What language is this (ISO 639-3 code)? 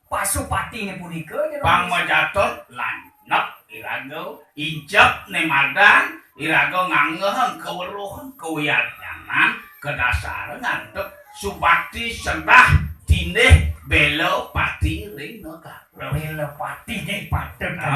ban